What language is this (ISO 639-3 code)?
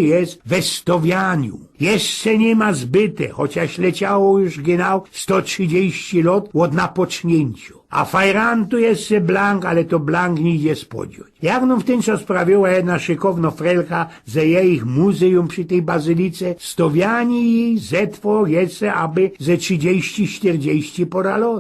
szl